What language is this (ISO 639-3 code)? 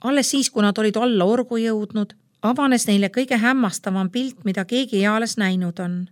est